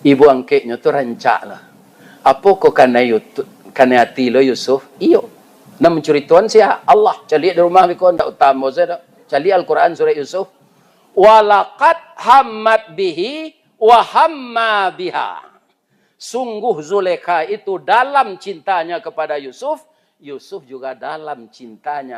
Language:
Minangkabau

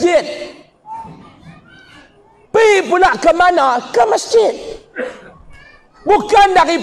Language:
Malay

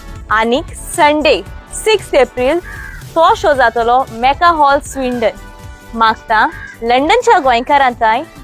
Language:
Konkani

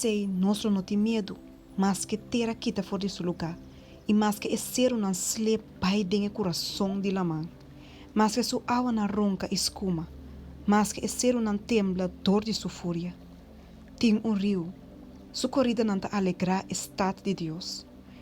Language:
Papiamento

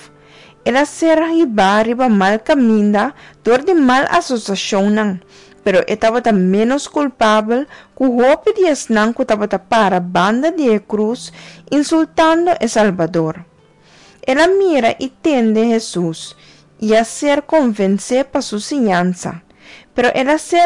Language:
Papiamento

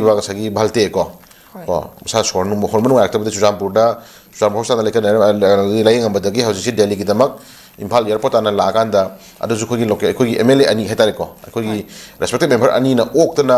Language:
Manipuri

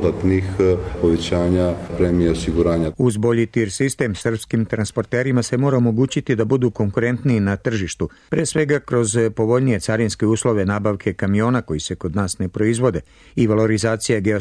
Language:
Serbian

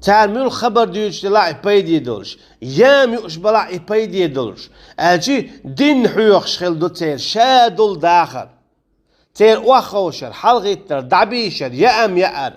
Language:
Chechen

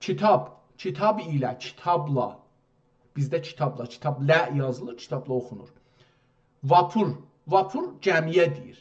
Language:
South Azerbaijani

